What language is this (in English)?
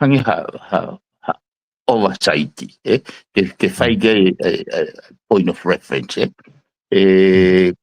Tongan